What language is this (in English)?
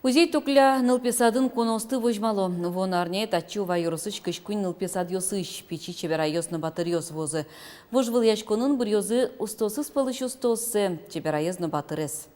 Udmurt